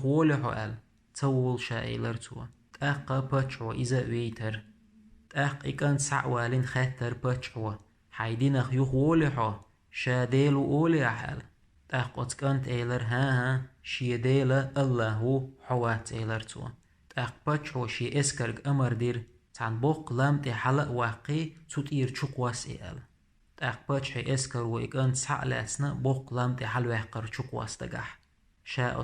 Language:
Chechen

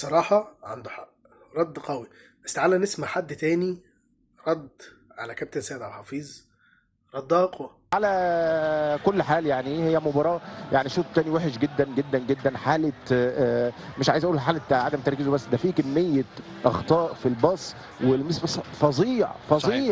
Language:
Egyptian Arabic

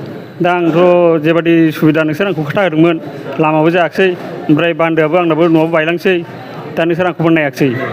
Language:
Bodo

